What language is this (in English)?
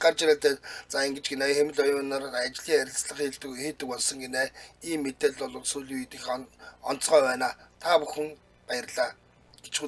Mongolian